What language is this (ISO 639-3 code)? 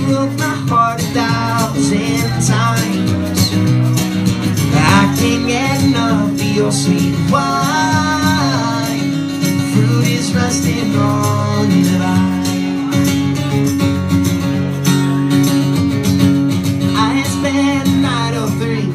eng